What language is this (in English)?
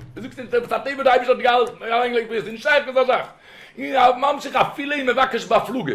Yiddish